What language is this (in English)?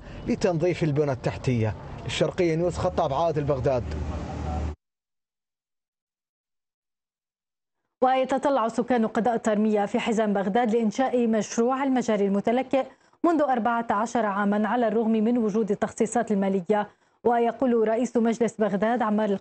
Arabic